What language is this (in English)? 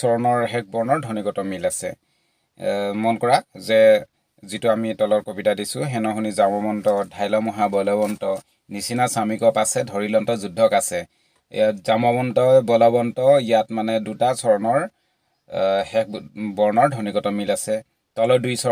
Assamese